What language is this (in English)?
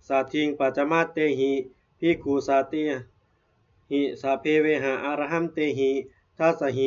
Pali